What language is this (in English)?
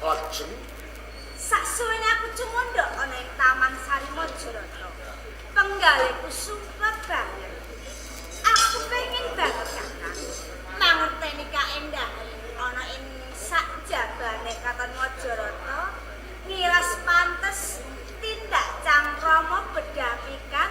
Javanese